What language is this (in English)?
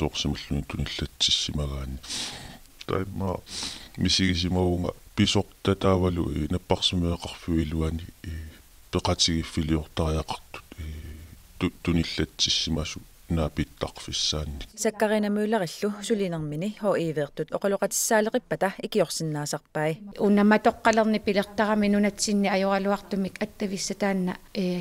Kalaallisut